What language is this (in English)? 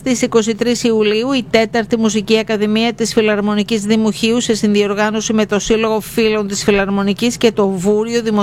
Greek